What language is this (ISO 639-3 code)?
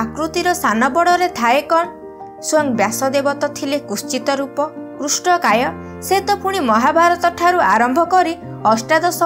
ori